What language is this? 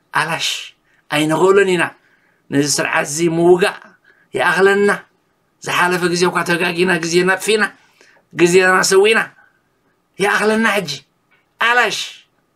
Tigrinya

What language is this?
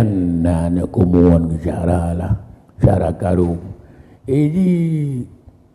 Achinese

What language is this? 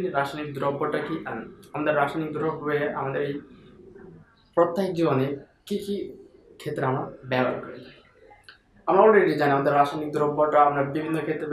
Bangla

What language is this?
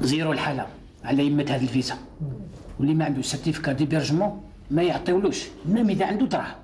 Algerian Arabic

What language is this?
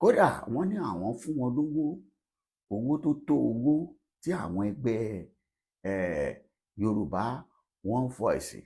Yoruba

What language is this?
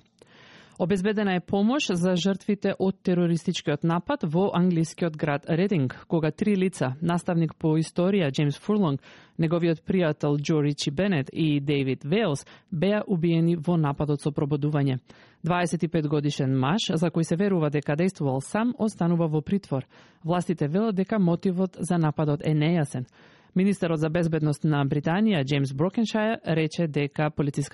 Macedonian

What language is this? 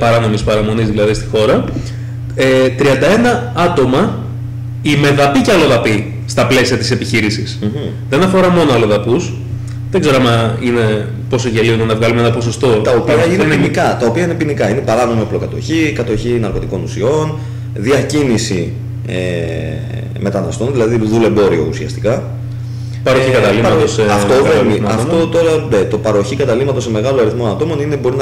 Greek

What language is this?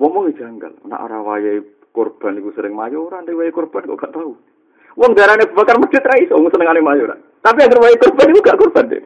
Javanese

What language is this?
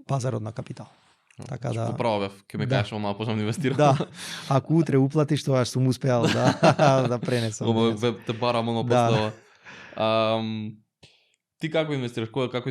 Macedonian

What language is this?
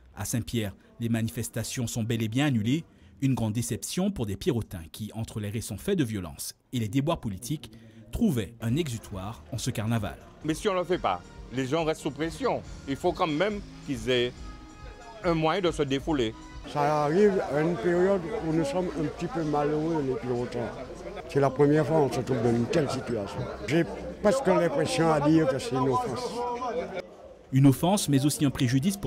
French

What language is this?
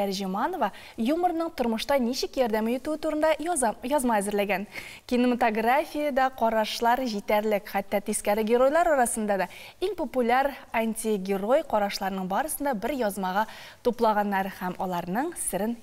Tatar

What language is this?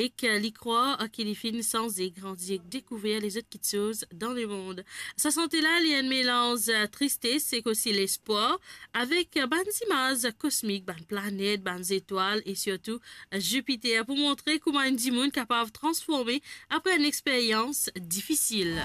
Morisyen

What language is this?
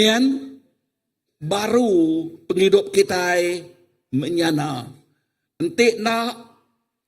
Iban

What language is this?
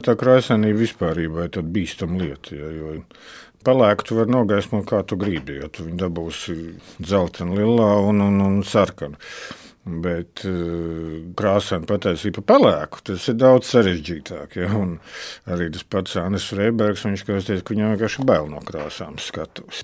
Latvian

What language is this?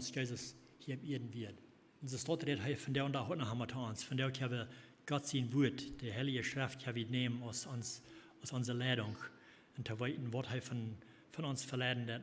Plautdietsch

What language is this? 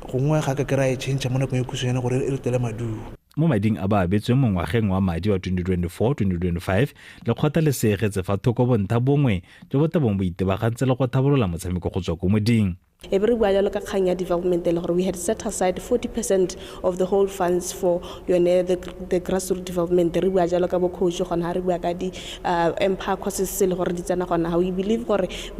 Tswana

